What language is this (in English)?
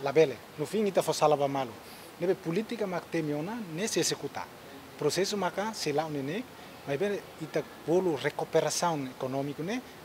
Tetum